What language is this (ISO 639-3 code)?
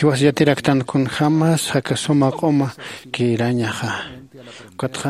aym